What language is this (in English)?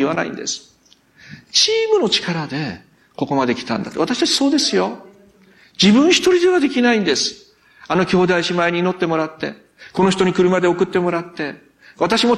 Japanese